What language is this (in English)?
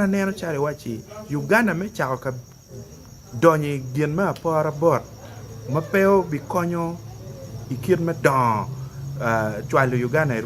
Acoli